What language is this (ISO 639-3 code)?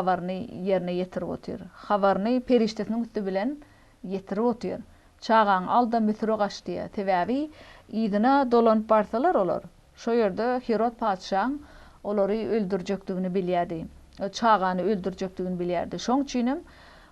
tuk